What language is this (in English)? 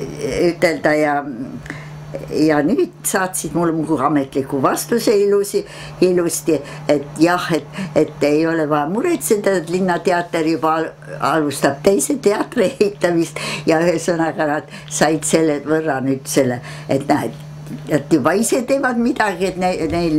Estonian